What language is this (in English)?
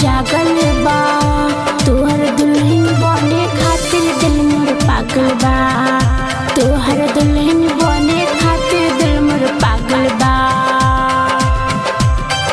Bhojpuri